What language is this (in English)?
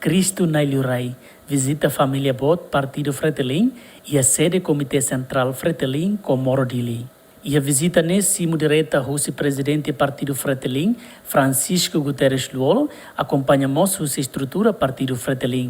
Tetum